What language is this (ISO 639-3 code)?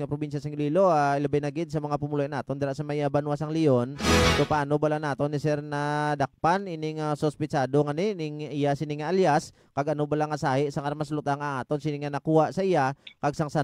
hil